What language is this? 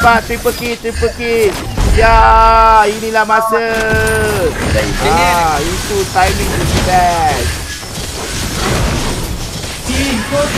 Malay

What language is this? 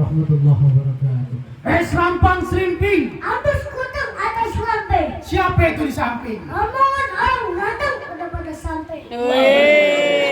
Betawi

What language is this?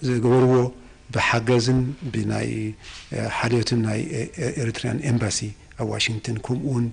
Tigrinya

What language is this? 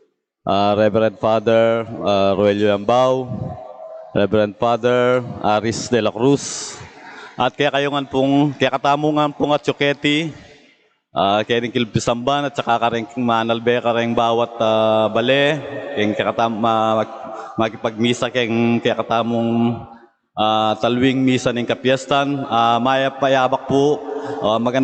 Pampanga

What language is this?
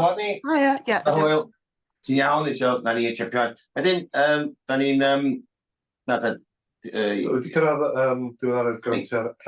Welsh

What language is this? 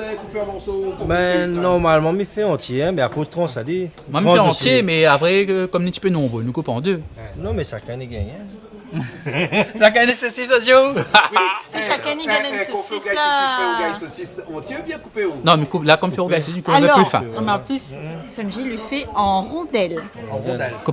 Réunion Creole French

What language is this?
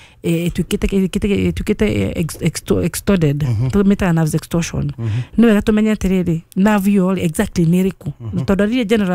Kikuyu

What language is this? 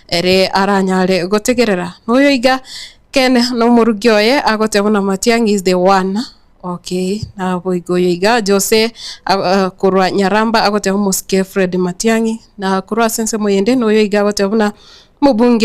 Gusii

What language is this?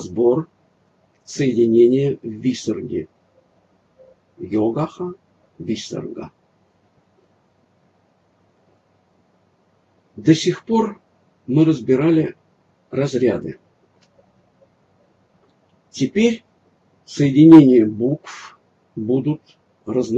Russian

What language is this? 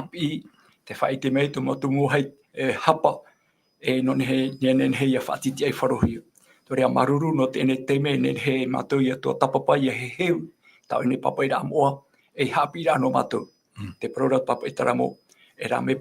Tahitian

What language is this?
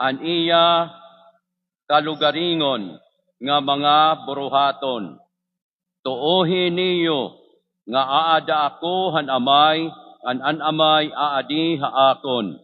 Waray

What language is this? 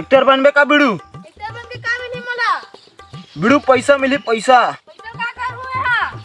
Chhattisgarhi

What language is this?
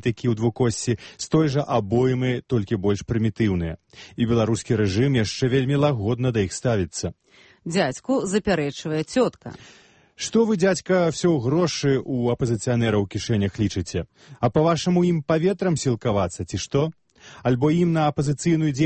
Belarusian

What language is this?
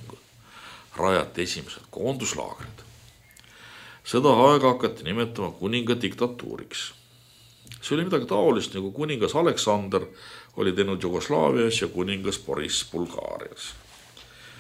Estonian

